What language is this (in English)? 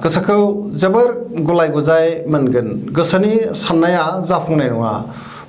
Bodo